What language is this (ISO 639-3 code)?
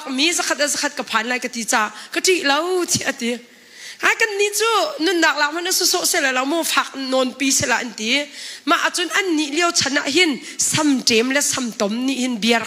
cnh